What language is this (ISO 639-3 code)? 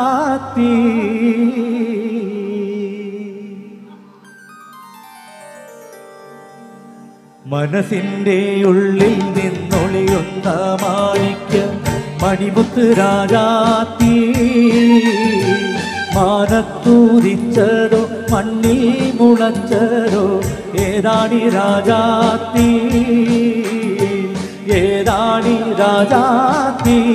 mal